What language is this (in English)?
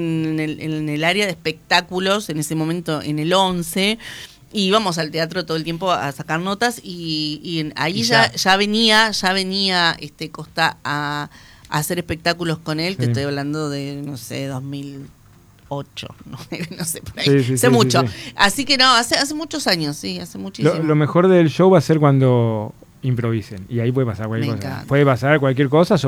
Spanish